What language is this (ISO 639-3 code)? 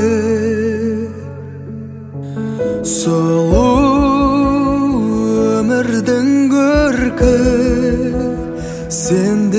kaz